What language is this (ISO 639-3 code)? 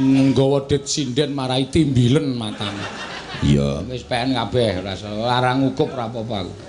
jav